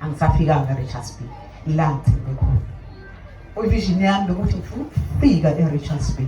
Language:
Zulu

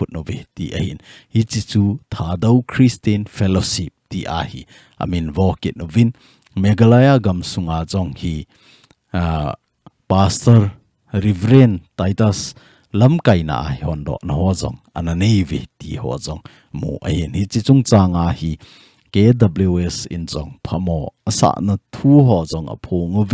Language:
Thado Chin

